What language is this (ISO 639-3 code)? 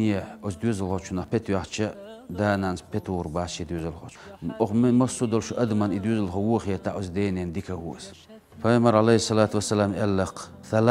che